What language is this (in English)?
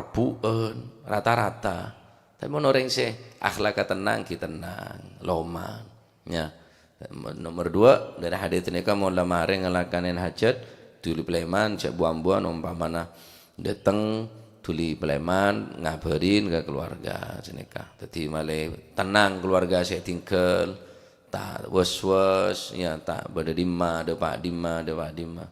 Madurese